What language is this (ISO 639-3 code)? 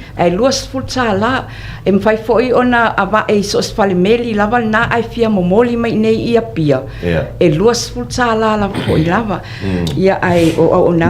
smo